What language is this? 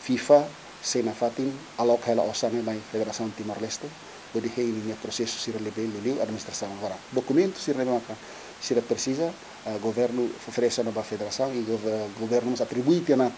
Tetum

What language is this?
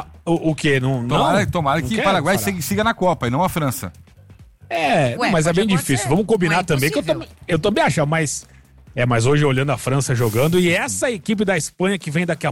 Portuguese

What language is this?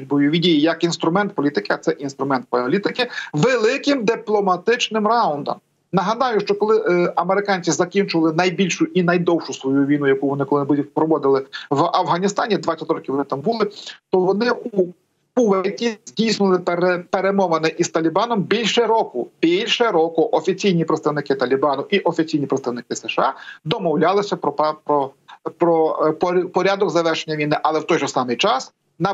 Ukrainian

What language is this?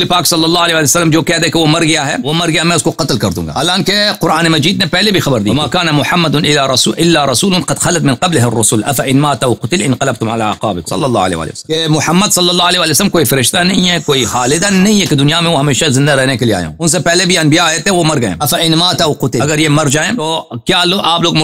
Urdu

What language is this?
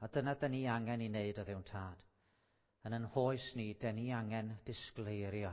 Welsh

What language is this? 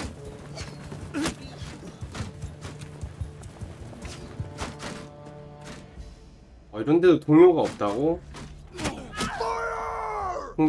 Korean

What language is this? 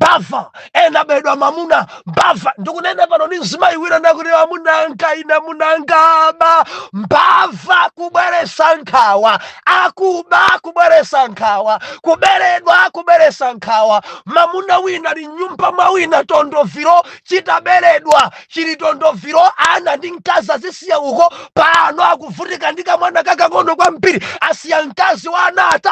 Nyanja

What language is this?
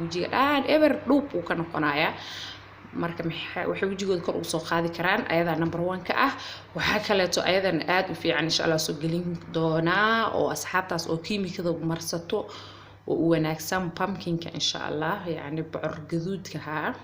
Somali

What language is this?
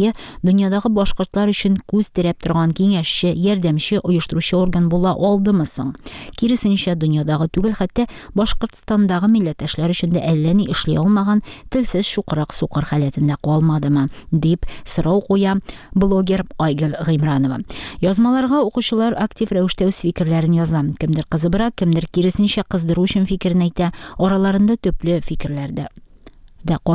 Tatar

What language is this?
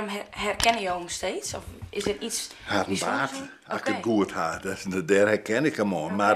Western Frisian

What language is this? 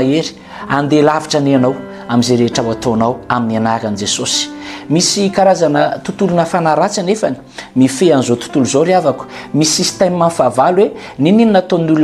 Malagasy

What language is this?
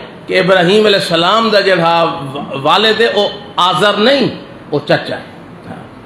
Saraiki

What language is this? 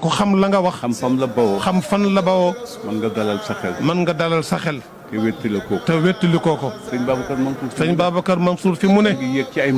Wolof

